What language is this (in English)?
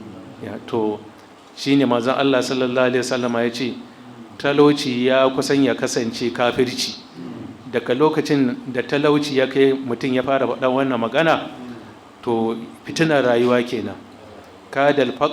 Hausa